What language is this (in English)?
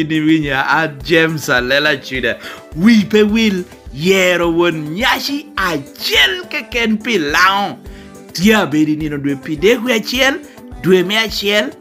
Lango (Uganda)